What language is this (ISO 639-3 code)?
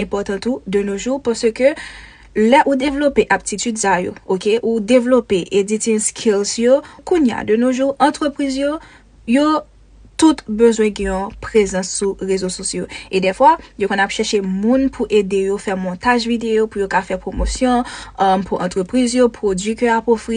hat